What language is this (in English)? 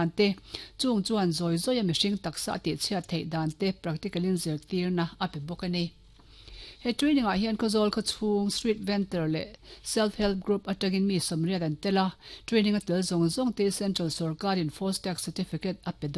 Mizo